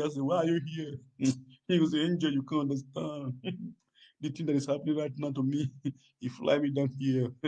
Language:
Nigerian Pidgin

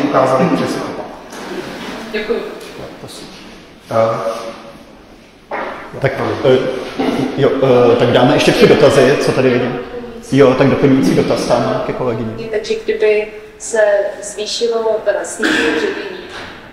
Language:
Czech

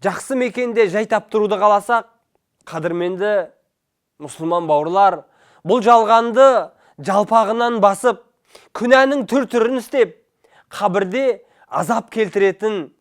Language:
Kazakh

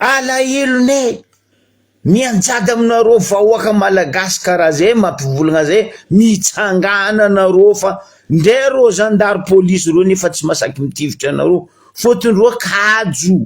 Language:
Malagasy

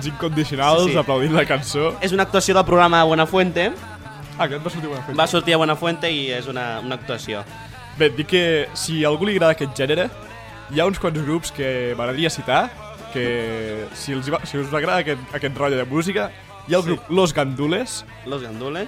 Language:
Catalan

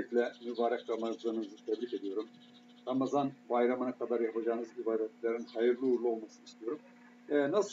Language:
Turkish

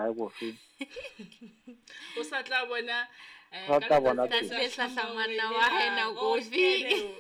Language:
Southern Sotho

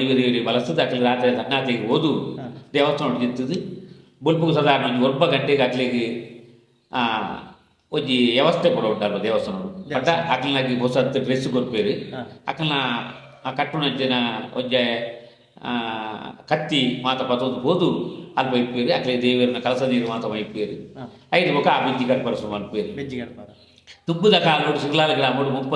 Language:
Tulu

